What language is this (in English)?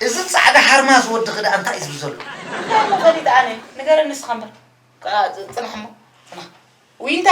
Tigrinya